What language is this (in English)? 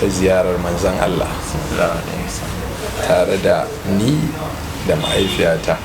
Hausa